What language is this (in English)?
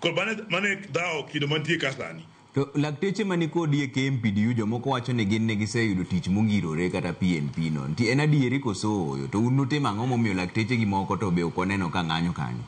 Luo (Kenya and Tanzania)